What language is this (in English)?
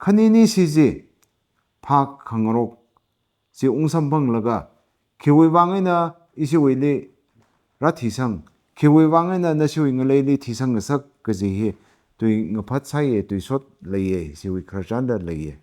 Tangkhul Naga (India)